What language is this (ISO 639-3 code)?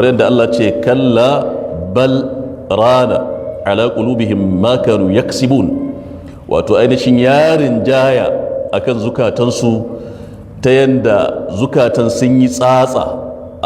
hau